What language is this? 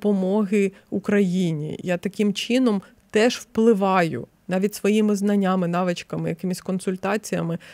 Ukrainian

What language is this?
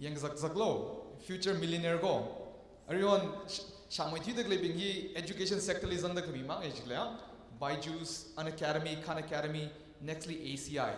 Tangkhul Naga (India)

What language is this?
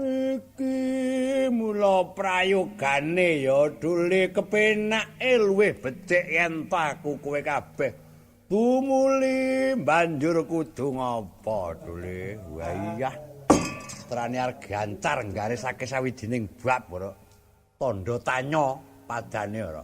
Javanese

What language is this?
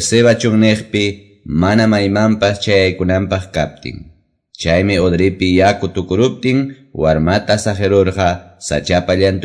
Quechua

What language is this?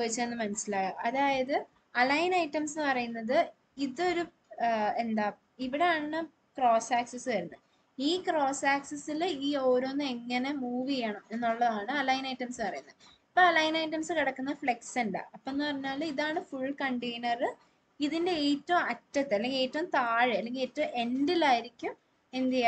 Malayalam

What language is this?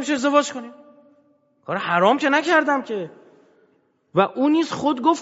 Persian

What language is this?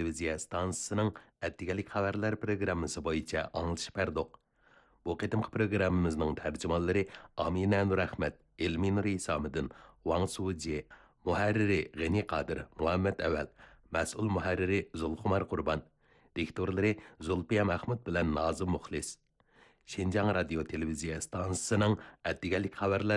Uyghur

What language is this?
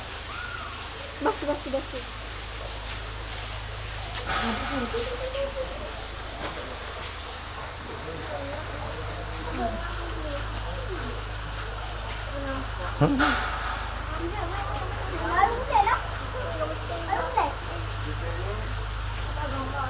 Malay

